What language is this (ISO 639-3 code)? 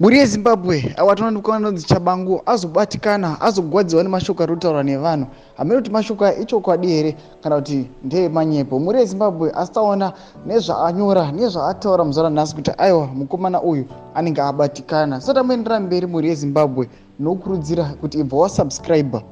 sna